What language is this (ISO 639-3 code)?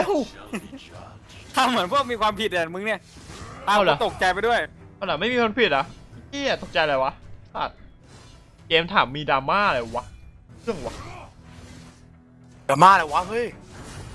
tha